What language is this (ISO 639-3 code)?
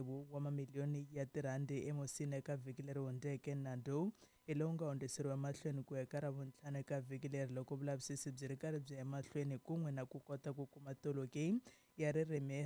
tso